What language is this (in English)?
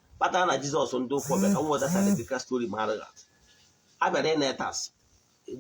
Igbo